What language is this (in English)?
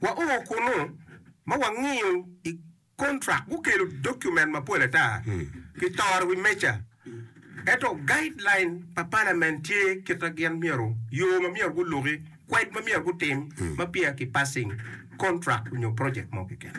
Acoli